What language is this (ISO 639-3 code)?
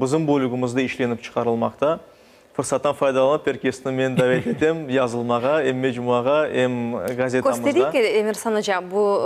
crh